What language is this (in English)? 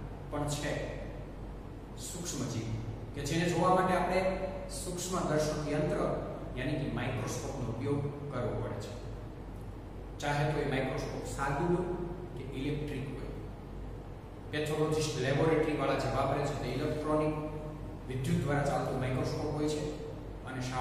Gujarati